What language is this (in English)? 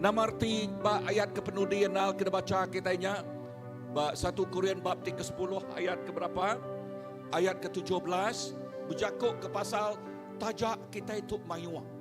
Iban